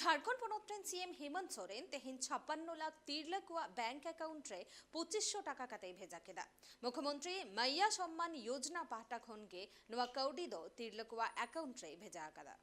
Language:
Santali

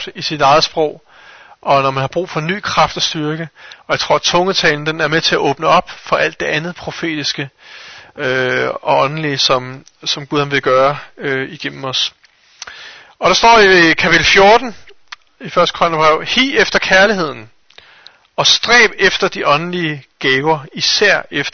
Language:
Danish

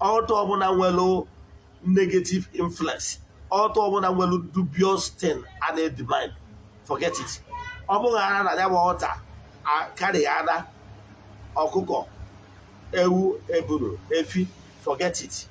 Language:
Igbo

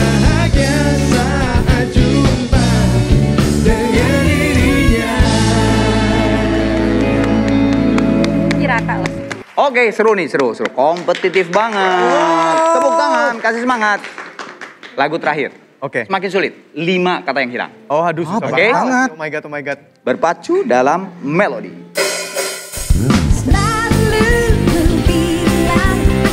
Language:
Indonesian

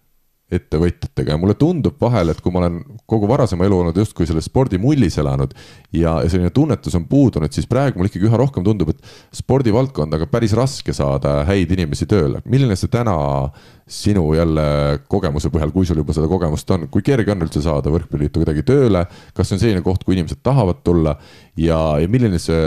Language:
Estonian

